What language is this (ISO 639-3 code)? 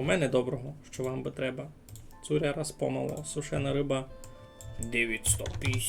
rue